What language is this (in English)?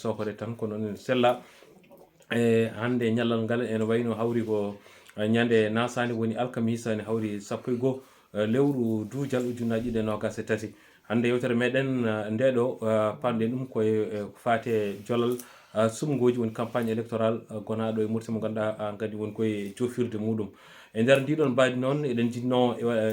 Fula